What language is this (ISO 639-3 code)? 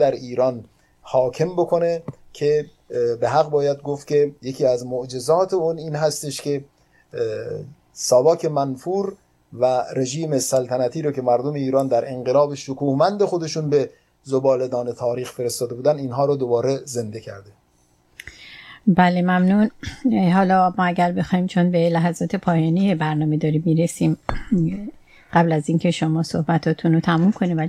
fas